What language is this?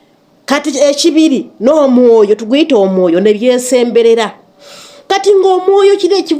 Ganda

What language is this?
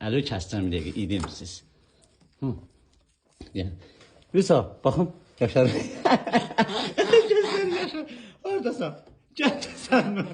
Azerbaijani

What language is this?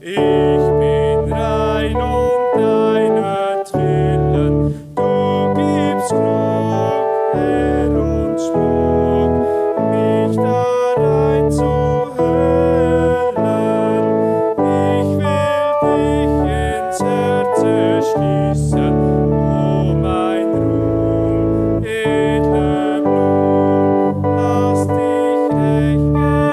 Swiss German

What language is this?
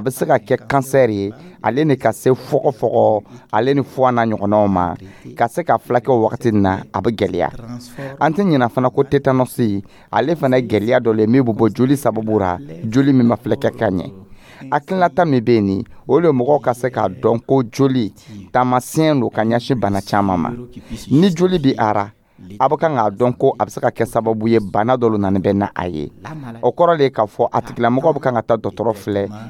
Dyula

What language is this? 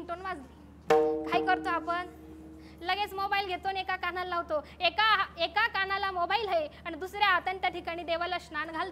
Marathi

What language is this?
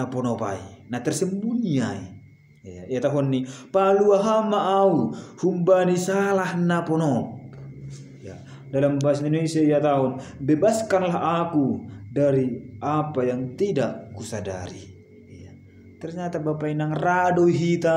Batak Simalungun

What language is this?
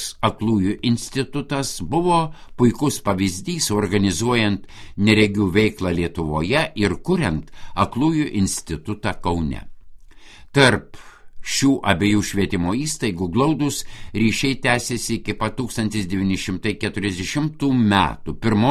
Lithuanian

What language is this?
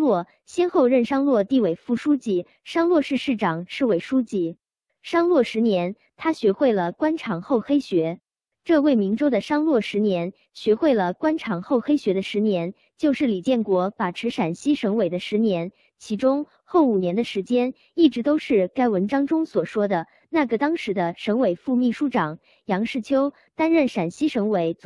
Chinese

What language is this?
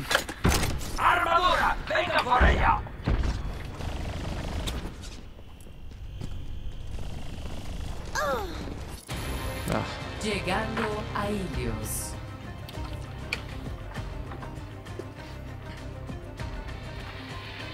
Spanish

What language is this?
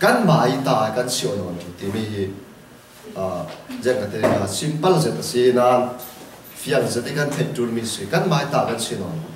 Falam Chin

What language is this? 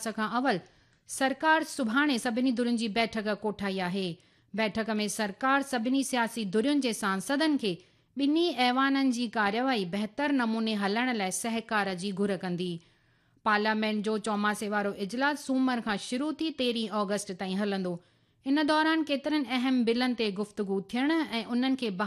Sindhi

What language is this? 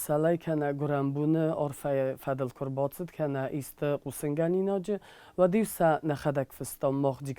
Ossetic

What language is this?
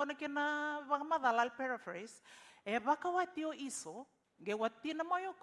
Fijian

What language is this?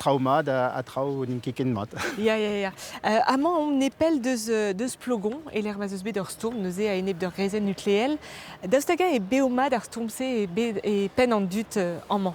Breton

